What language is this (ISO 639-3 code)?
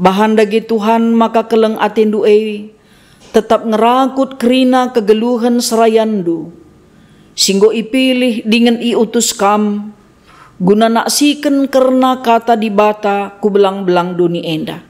btx